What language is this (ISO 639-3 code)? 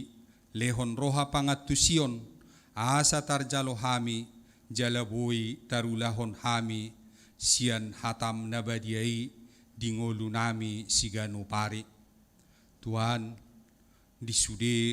bbc